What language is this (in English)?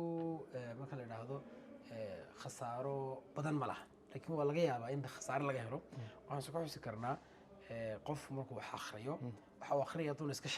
Somali